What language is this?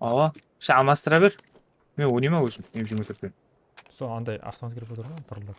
Kara-Kalpak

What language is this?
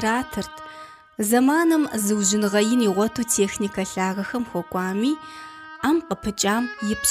Kabardian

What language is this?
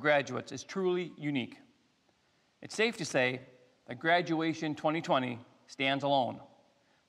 English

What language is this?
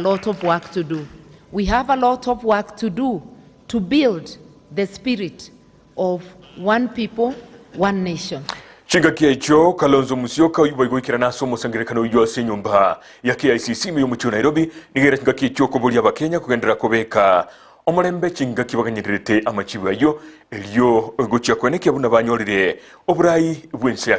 Gusii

